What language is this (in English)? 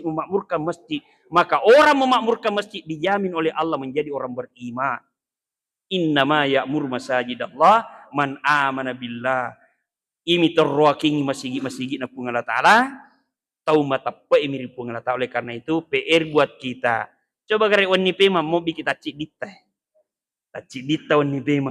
Buginese